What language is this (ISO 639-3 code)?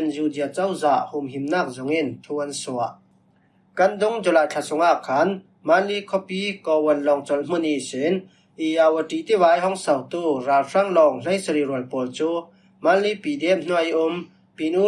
cfm